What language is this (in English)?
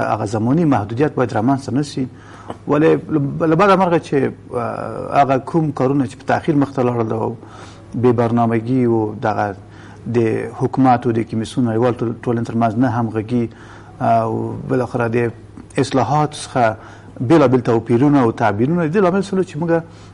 Pashto